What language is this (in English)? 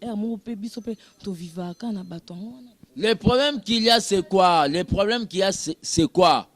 Lingala